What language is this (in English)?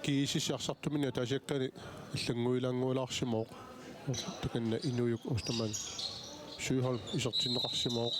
Kalaallisut